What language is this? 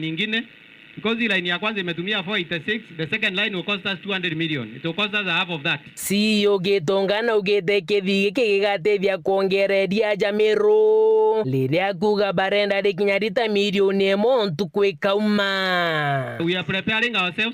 Meru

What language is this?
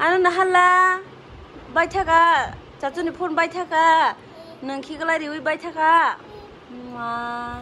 Kok Borok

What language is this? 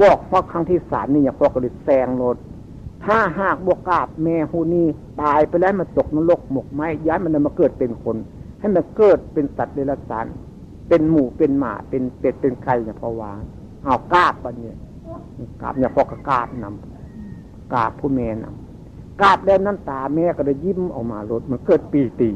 Northeastern Thai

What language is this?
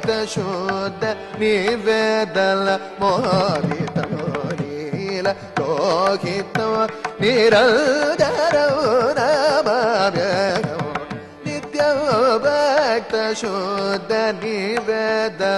Sanskrit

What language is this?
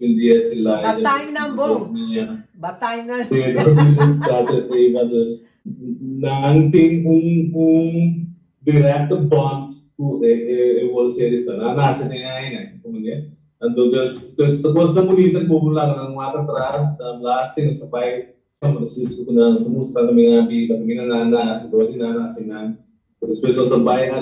Papiamento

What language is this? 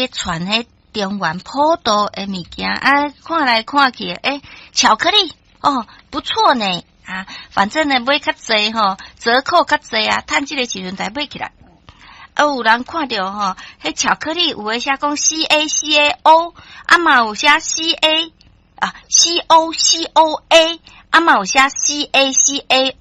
Min Nan Chinese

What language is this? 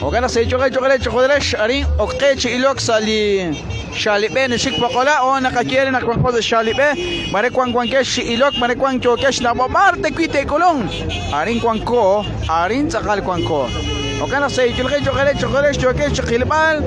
Kekchí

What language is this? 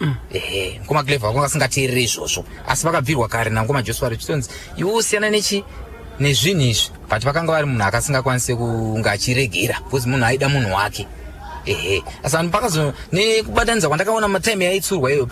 Shona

